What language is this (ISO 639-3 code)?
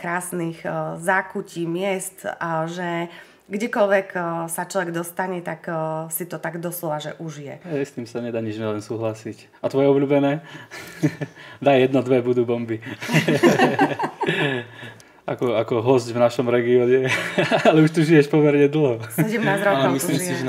slk